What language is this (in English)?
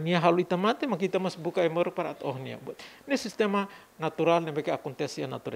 Tetum